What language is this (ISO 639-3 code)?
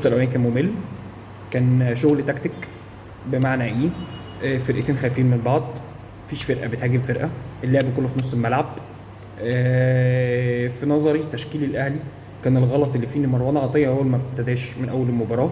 arz